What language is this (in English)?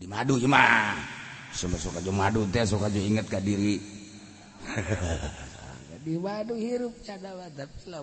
Sundanese